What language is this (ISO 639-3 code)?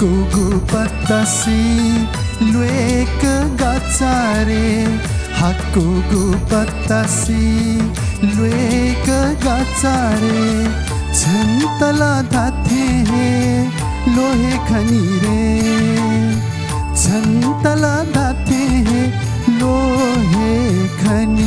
new